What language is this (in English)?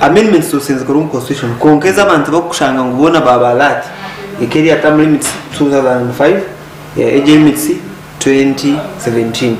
Nyankole